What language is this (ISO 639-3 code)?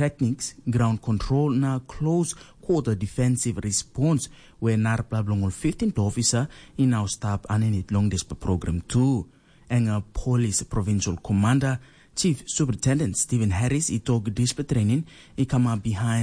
tpi